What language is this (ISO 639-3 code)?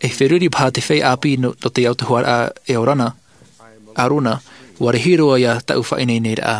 tah